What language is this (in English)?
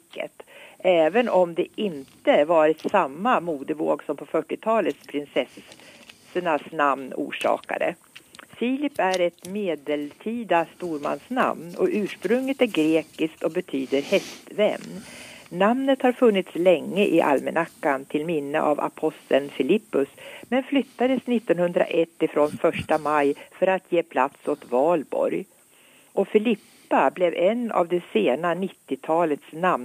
Swedish